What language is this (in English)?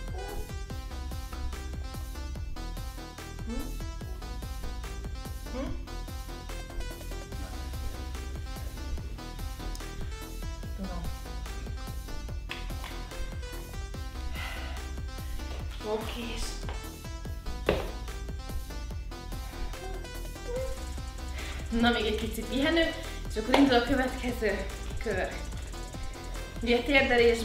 Hungarian